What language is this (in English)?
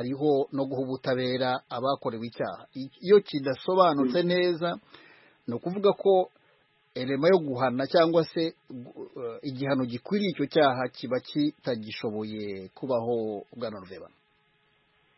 Kinyarwanda